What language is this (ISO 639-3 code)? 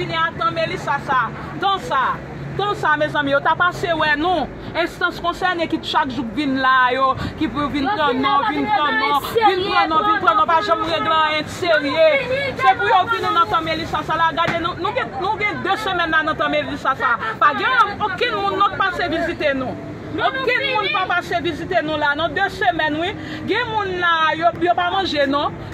hat